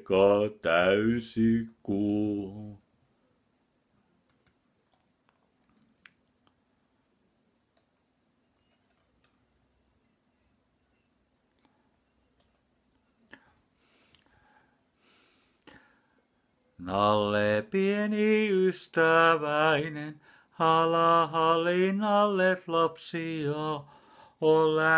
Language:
Finnish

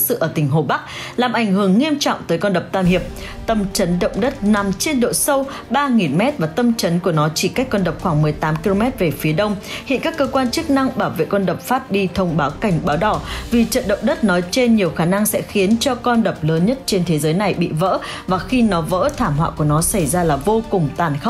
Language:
Vietnamese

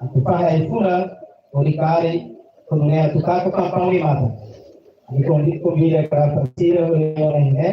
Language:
Tetum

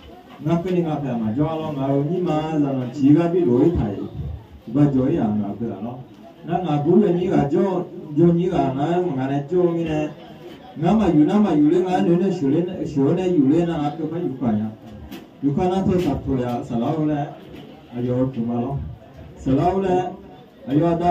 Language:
Akha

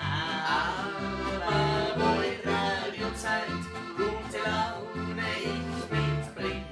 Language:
Bavarian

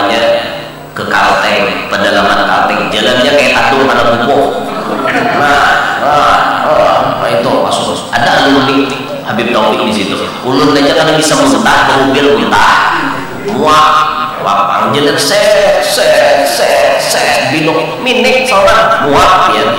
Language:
Banjar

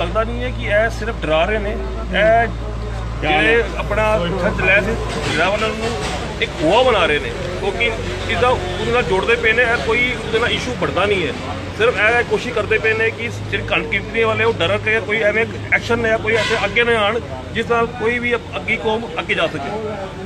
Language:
Punjabi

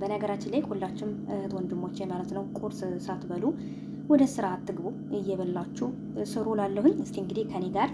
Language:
Amharic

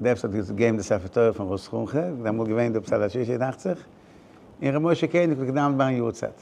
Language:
Yiddish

